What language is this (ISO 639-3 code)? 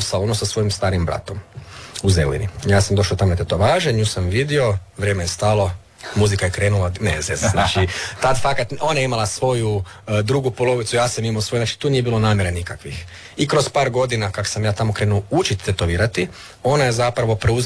hrv